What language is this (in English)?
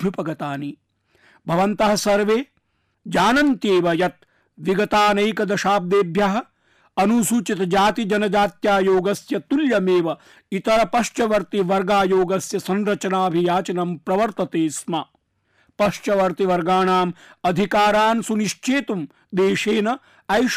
Sanskrit